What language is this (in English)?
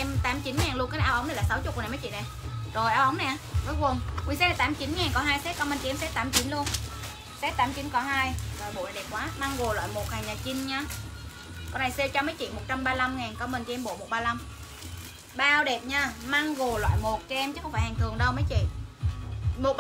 Vietnamese